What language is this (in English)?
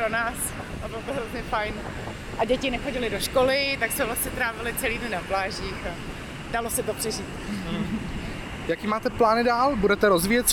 Czech